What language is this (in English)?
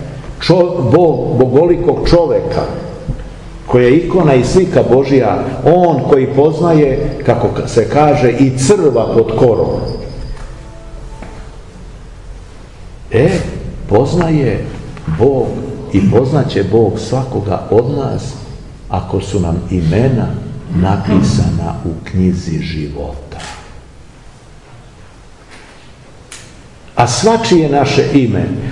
Serbian